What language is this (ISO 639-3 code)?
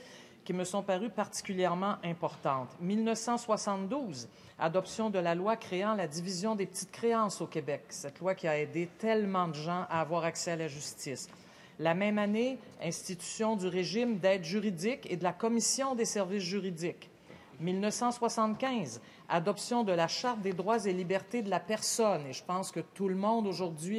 fra